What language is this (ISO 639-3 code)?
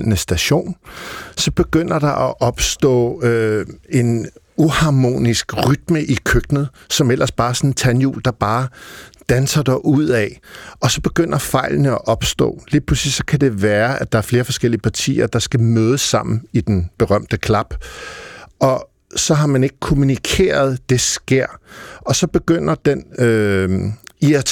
dan